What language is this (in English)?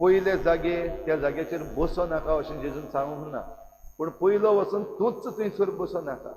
Konkani